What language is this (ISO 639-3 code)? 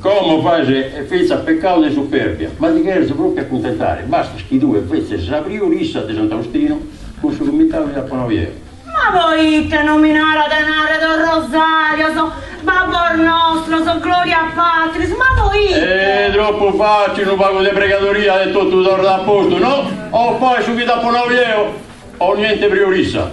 srd